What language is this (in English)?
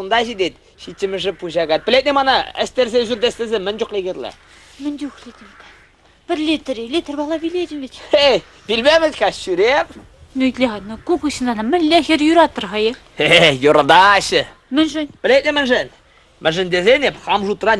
Chuvash